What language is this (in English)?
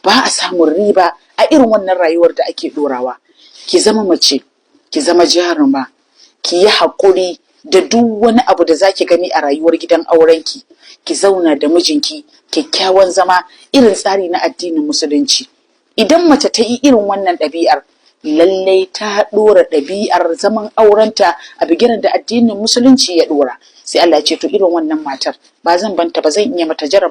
Hausa